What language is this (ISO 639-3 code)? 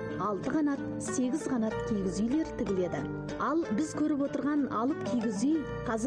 kaz